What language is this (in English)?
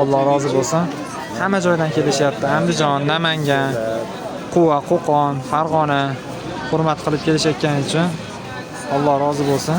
Uzbek